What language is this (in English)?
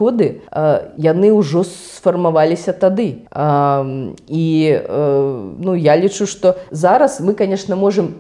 Belarusian